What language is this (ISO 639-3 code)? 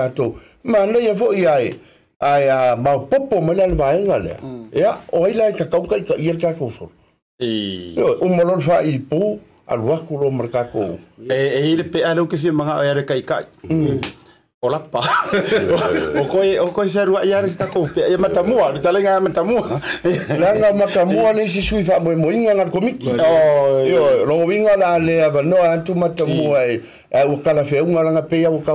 smo